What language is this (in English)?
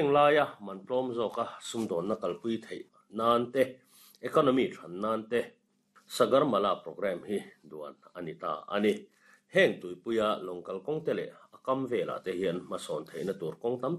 Mizo